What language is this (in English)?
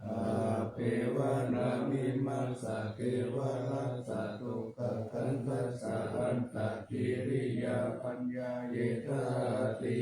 Pali